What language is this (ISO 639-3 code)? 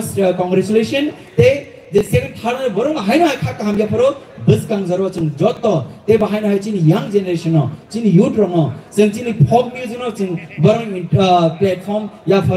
trp